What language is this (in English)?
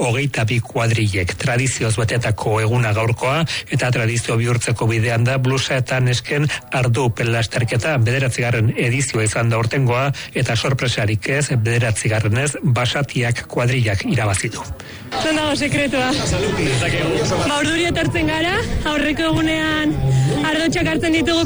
Basque